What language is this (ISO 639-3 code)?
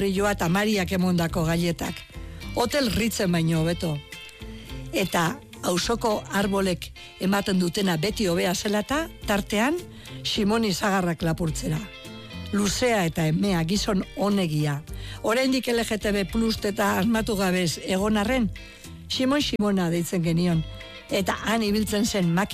eus